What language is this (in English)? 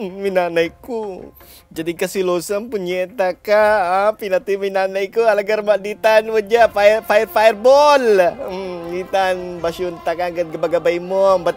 Pangasinan